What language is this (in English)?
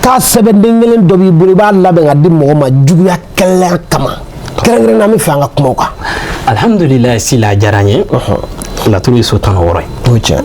Bambara